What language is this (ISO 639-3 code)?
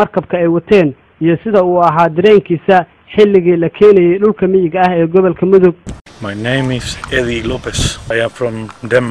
som